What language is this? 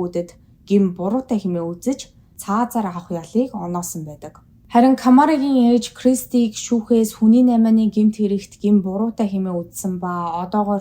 Mongolian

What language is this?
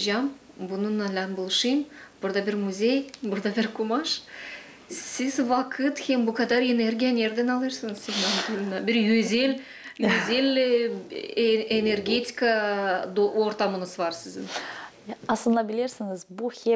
Gagauz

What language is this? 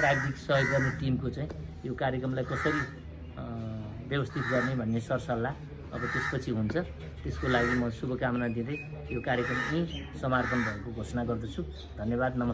Nepali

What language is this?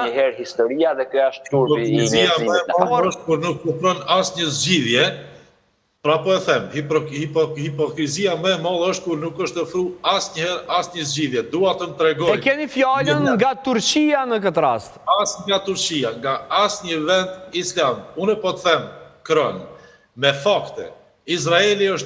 Albanian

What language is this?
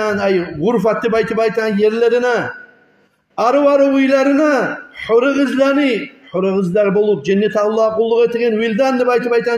Kumyk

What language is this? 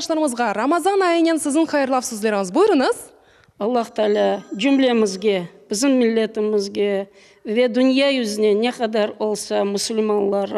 Crimean Tatar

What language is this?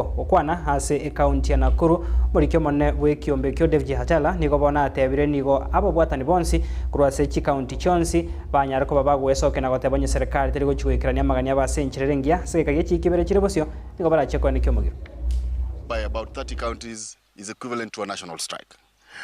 Gusii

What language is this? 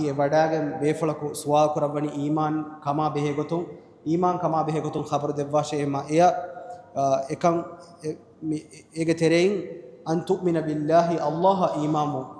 Divehi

